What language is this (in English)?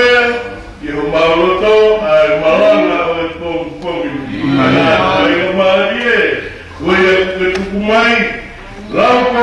Tongan